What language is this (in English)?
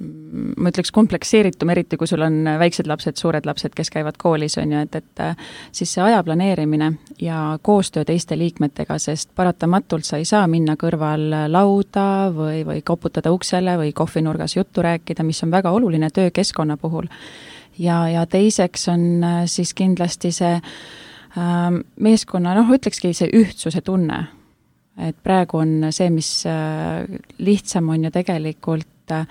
Estonian